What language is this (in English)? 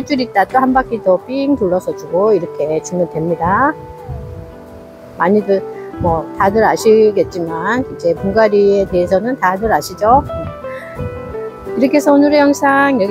Korean